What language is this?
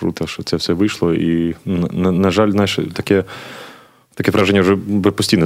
Ukrainian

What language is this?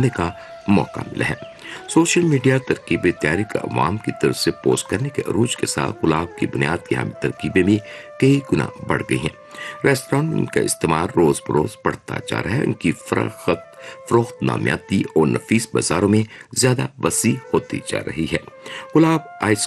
Urdu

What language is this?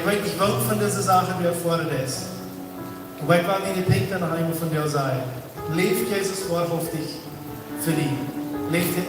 Plautdietsch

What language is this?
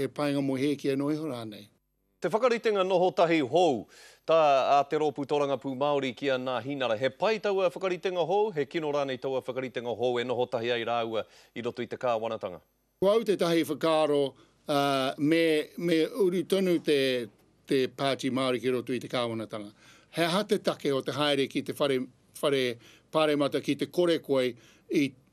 Māori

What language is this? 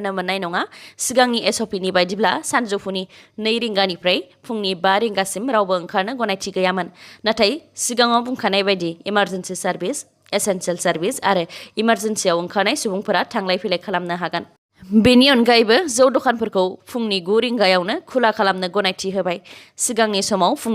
Bodo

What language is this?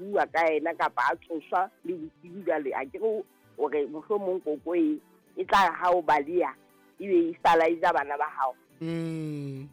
Southern Sotho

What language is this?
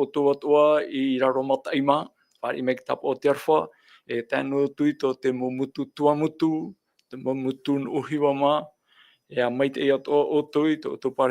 Tahitian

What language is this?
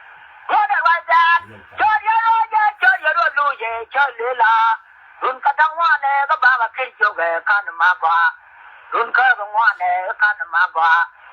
Nuer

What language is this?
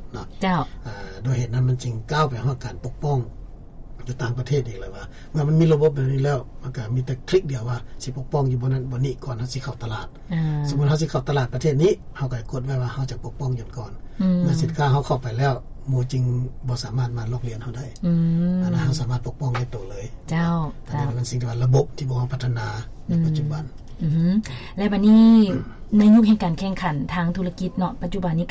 Lao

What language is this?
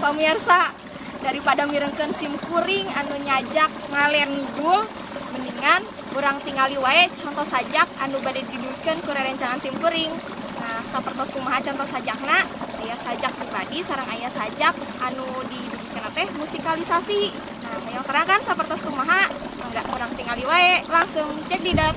Sundanese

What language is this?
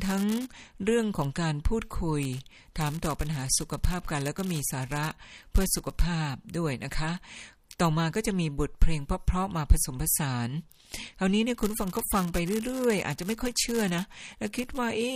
Thai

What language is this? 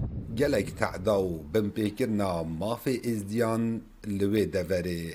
Kurdish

